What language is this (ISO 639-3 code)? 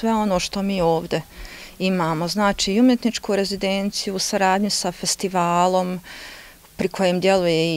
bos